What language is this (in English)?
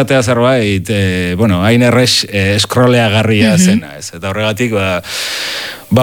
Basque